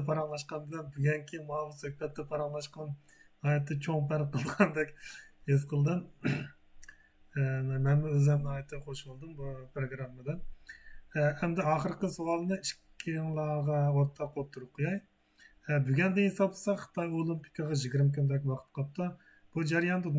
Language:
Uyghur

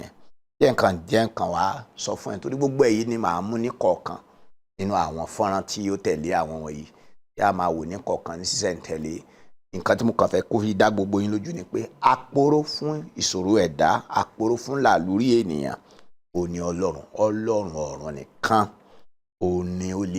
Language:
Yoruba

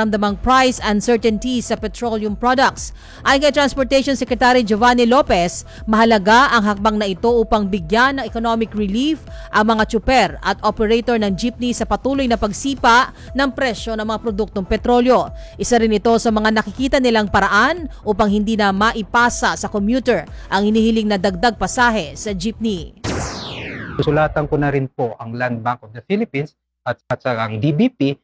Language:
Filipino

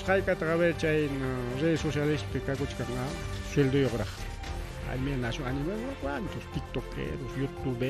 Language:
Ayacucho Quechua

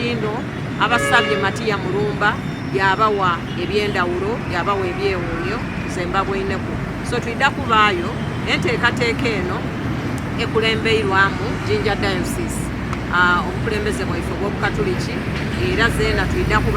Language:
Soga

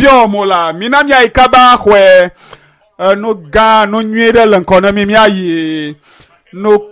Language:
Ewe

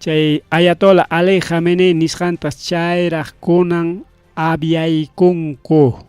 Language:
Ayacucho Quechua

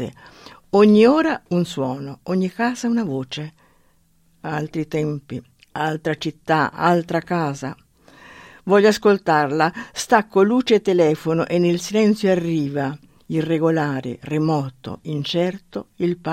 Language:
Italian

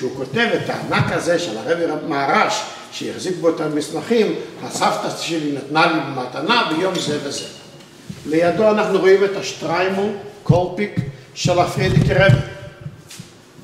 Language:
Hebrew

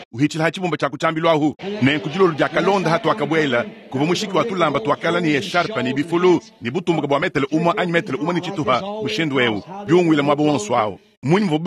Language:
Luba-Lulua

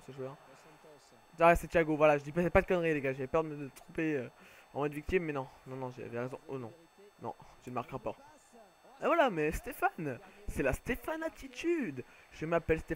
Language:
French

